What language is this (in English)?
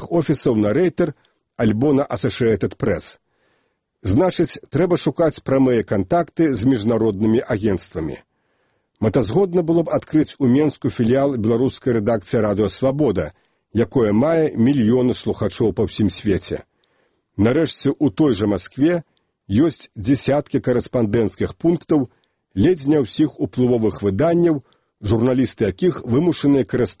Belarusian